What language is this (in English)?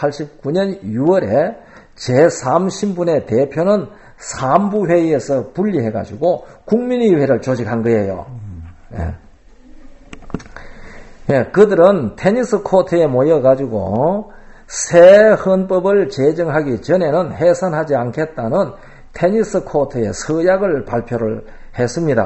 Korean